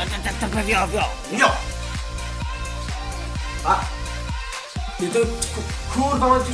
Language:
Polish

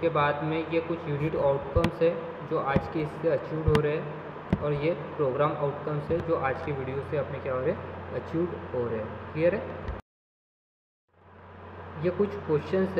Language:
Hindi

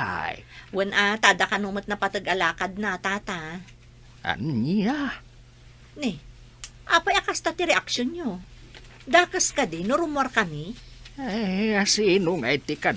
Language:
Iloko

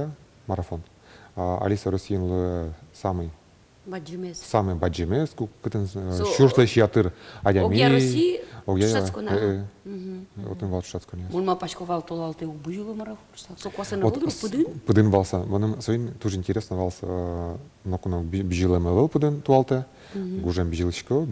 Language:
Udmurt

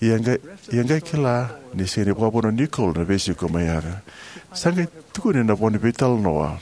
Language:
Fijian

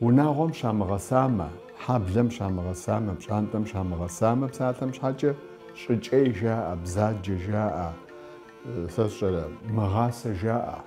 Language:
Kabardian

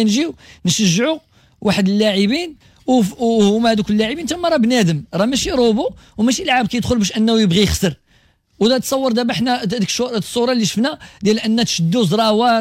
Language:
Moroccan Arabic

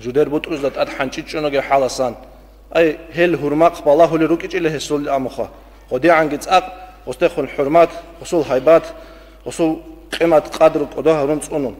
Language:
Avaric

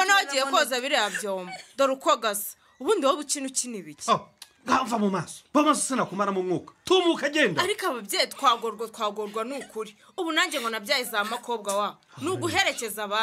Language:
Kinyarwanda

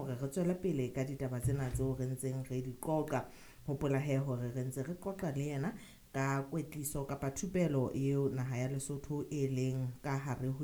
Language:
Southern Sotho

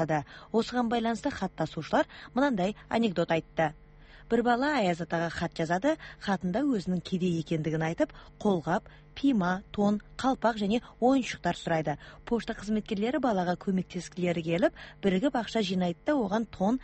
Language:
Kazakh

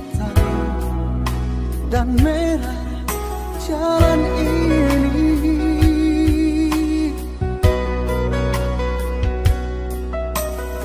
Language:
Indonesian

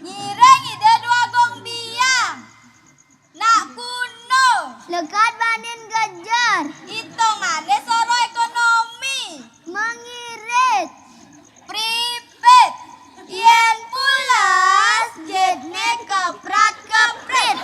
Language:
Balinese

